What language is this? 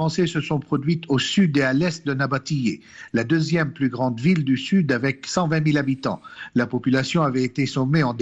French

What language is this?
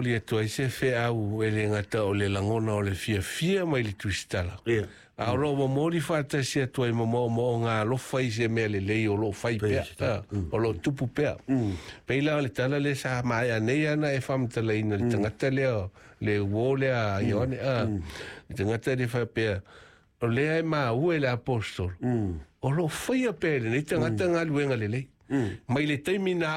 Samoan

